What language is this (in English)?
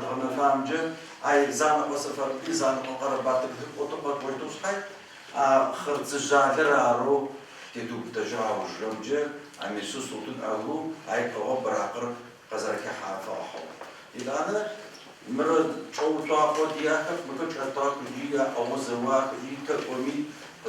Adyghe